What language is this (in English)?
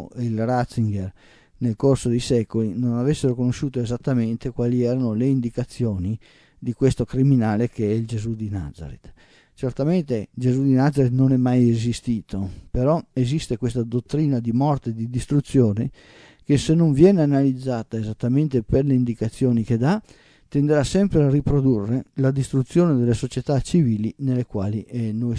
Italian